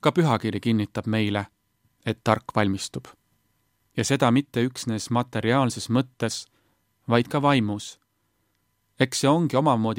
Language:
Estonian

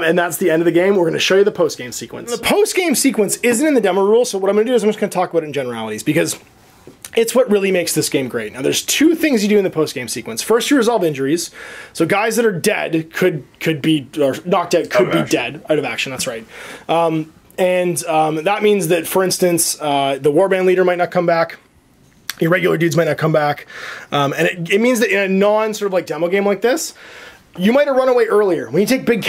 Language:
English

